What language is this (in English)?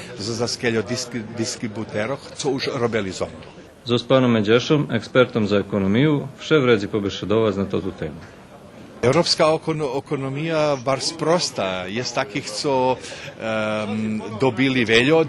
Rusyn